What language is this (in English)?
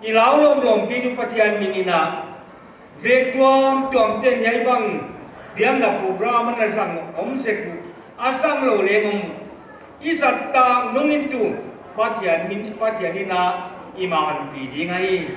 Paite Chin